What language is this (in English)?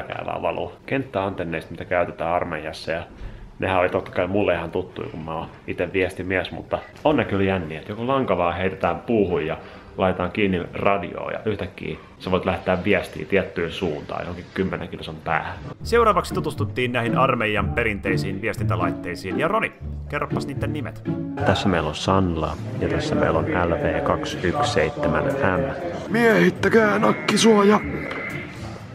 Finnish